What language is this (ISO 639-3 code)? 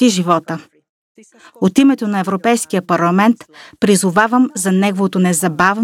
bul